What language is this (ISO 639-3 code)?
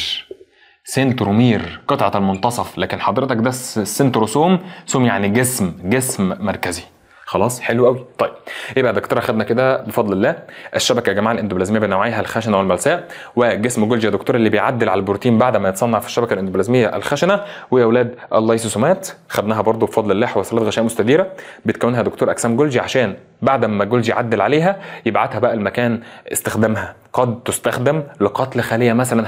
arz